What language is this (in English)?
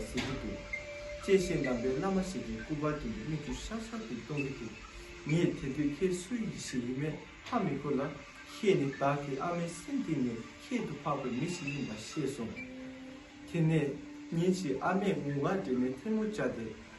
Tibetan